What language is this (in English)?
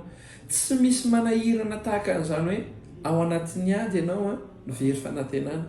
Malagasy